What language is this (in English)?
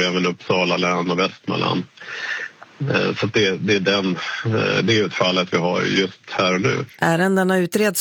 Swedish